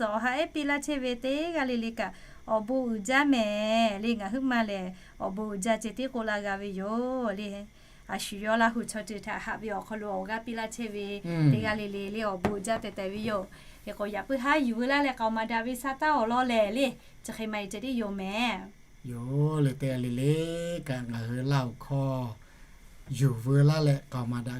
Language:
Lahu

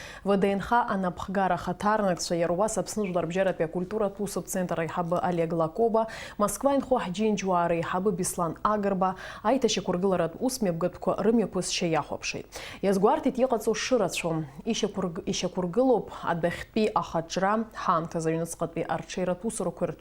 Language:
Abkhazian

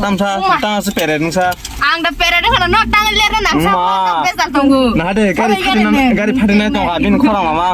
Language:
Kok Borok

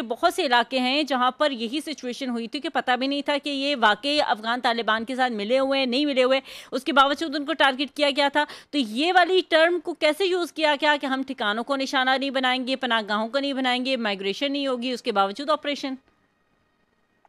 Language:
Urdu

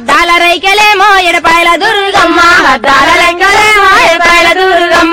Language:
Telugu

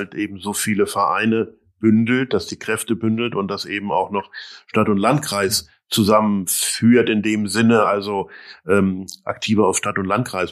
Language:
German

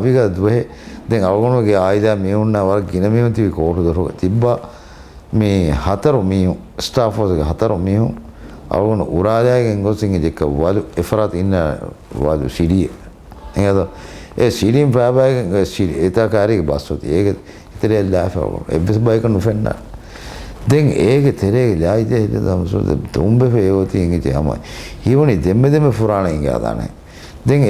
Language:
Divehi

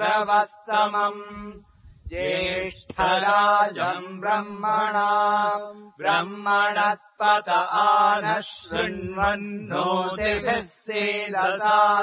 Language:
Sanskrit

